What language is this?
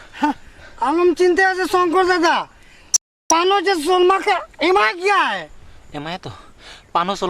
Santali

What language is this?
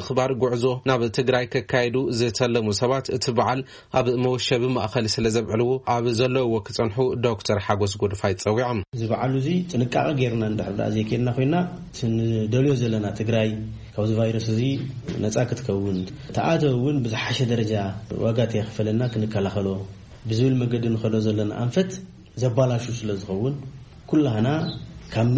Tigrinya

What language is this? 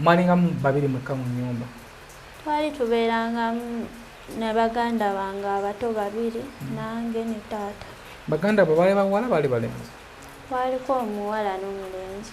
Ganda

